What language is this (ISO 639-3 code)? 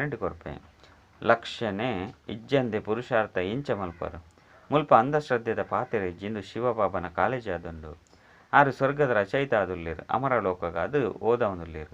tcy